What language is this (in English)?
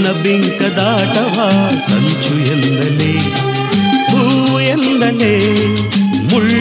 Kannada